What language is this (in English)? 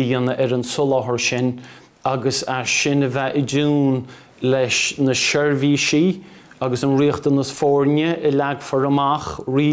Irish